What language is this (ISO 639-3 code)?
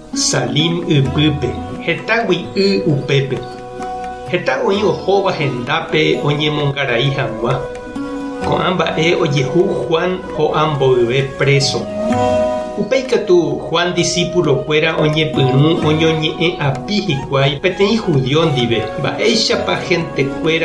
grn